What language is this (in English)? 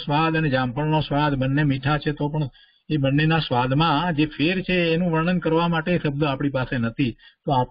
Gujarati